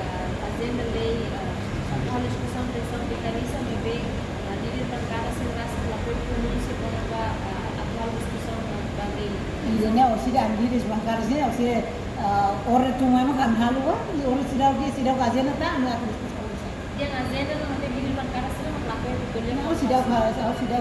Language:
Tetum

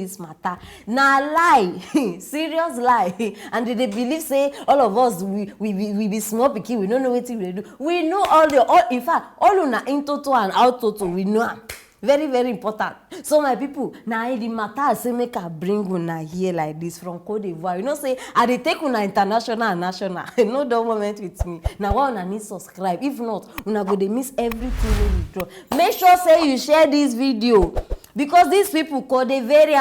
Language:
Nigerian Pidgin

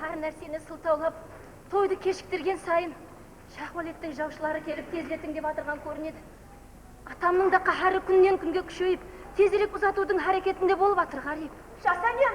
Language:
Kara-Kalpak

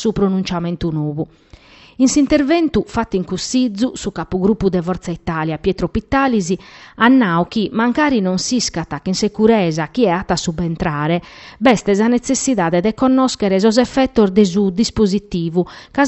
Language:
Sardinian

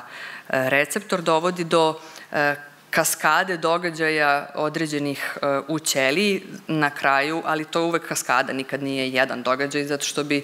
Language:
Serbian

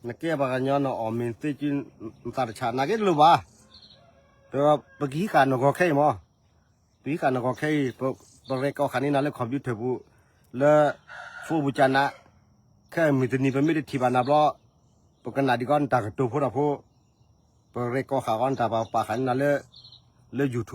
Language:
S'gaw Karen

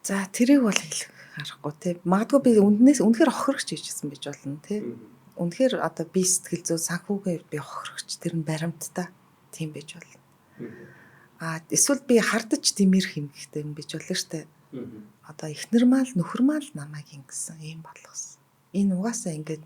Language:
Mongolian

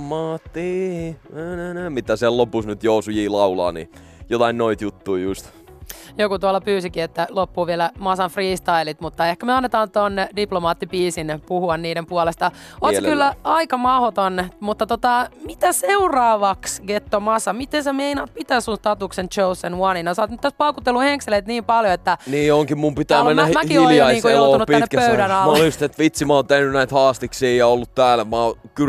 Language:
Finnish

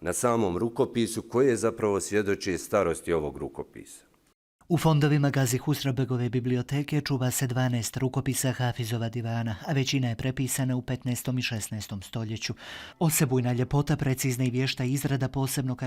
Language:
Bosnian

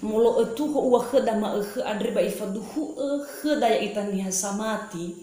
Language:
Nias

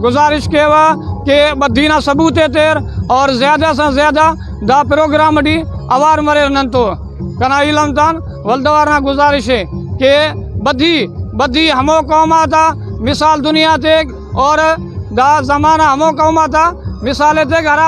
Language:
Brahui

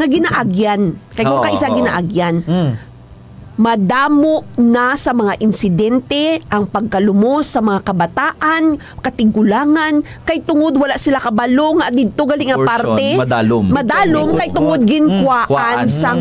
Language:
Hiligaynon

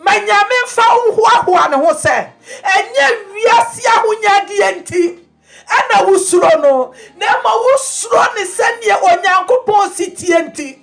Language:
Akan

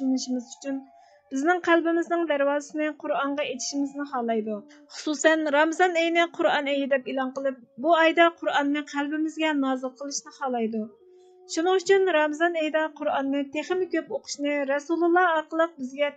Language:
Uyghur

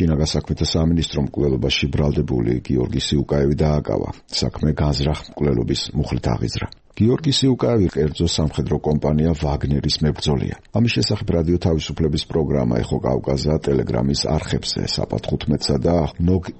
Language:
Georgian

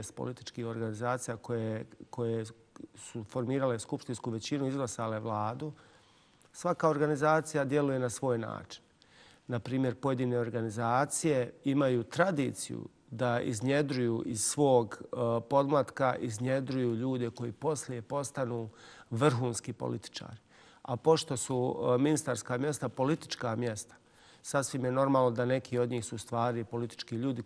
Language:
Bosnian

